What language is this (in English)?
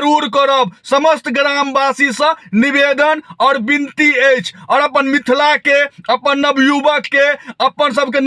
Maithili